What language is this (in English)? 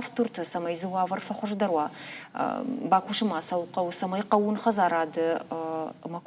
Ossetic